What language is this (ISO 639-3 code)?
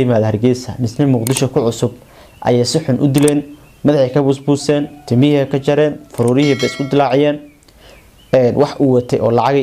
som